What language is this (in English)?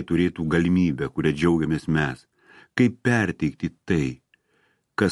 Lithuanian